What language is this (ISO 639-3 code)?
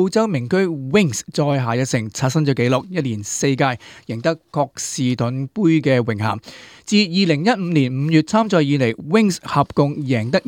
yue